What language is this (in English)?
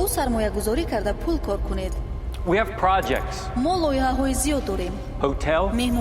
Tajik